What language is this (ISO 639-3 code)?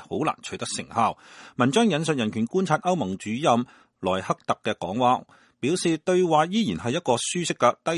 yue